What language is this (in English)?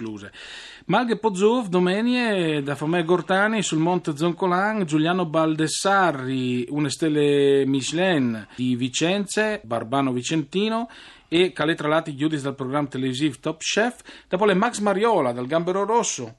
Friulian